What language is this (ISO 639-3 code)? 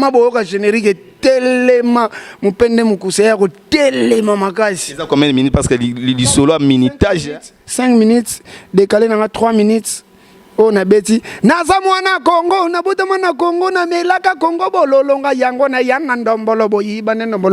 lin